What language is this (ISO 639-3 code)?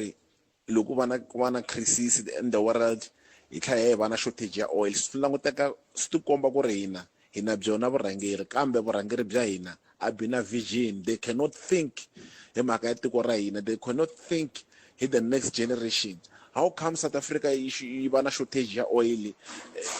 tso